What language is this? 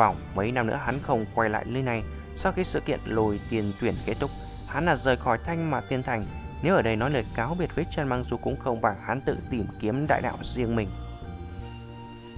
Vietnamese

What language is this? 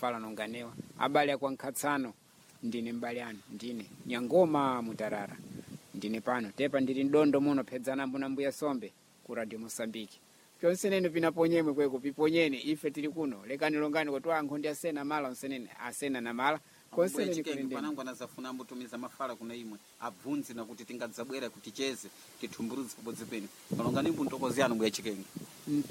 Sena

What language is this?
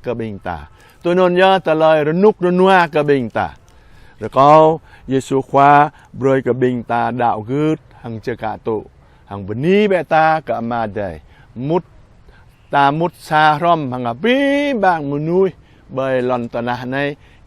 Jarai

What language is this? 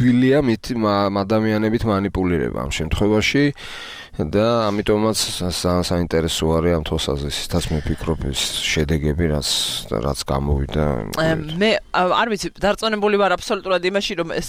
Georgian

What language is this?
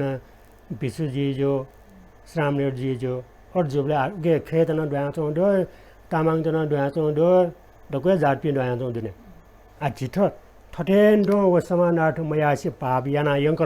Newari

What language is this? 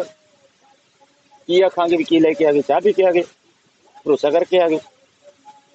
Punjabi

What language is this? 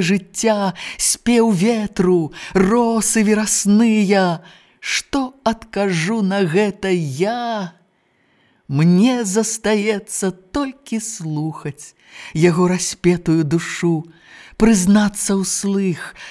Belarusian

